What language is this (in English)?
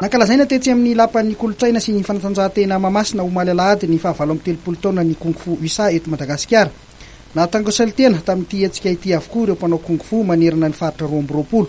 Malagasy